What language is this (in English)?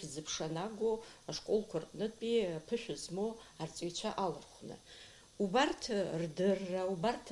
Abkhazian